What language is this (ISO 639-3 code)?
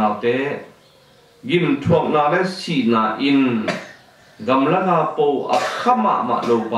ctd